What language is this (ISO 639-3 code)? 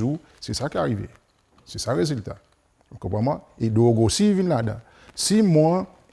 crs